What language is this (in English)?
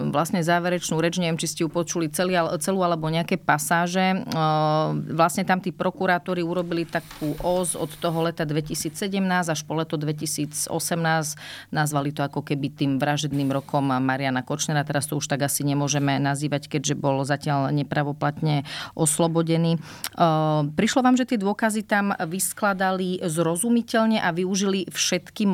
Slovak